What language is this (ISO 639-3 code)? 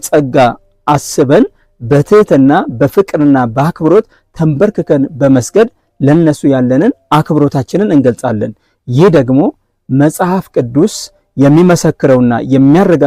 amh